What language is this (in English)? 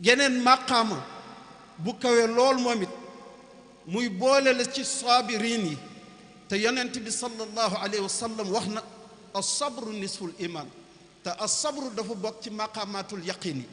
Wolof